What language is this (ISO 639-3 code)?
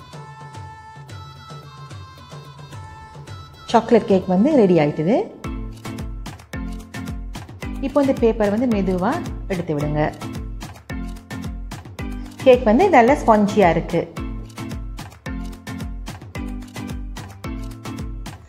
tam